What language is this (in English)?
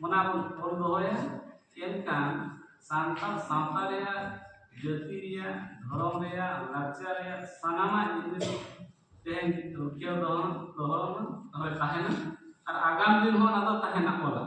Santali